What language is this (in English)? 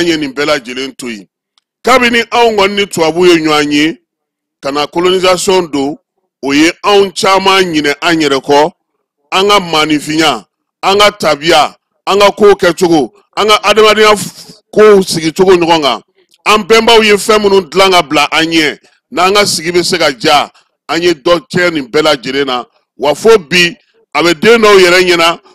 Bambara